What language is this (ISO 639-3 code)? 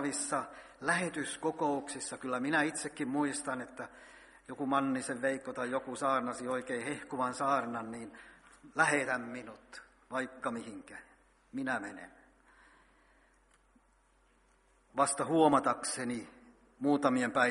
fin